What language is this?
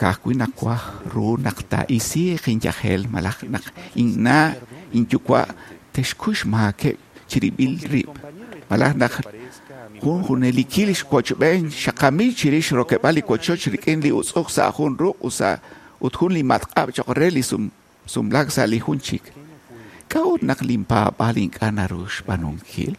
Kekchí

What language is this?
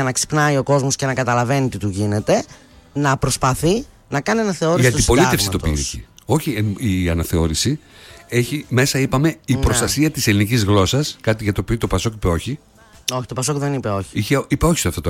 Greek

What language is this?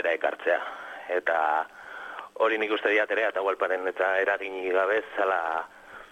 Basque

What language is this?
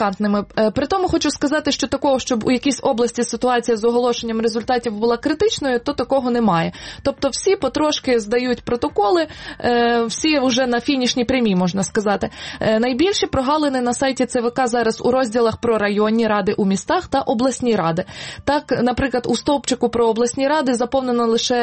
Ukrainian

